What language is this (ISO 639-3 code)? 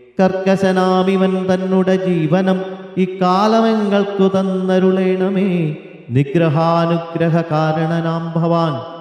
mal